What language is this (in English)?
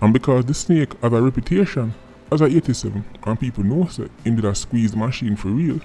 Jamaican Creole English